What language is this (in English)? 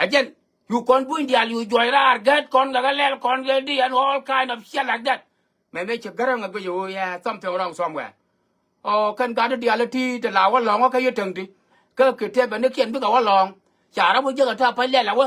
Nuer